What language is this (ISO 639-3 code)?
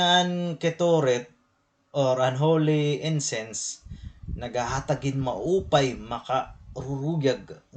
war